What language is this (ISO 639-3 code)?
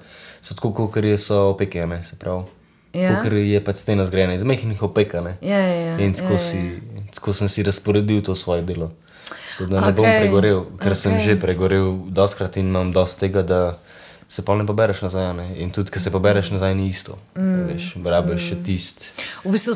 slv